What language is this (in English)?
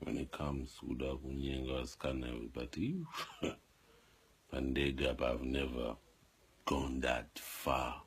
Shona